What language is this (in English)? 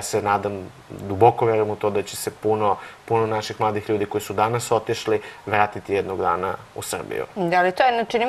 Serbian